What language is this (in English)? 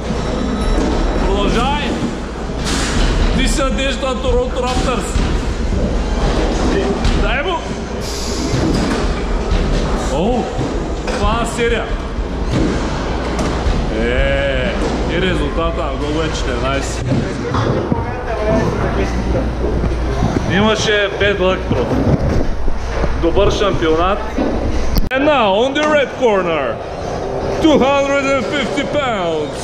Bulgarian